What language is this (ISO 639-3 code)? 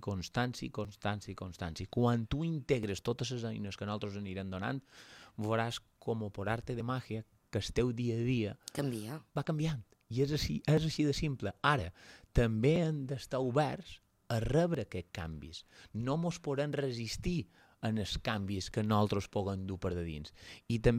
cat